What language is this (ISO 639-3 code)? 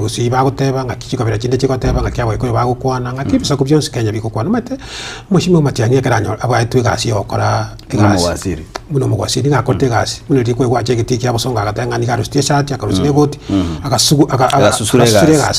guz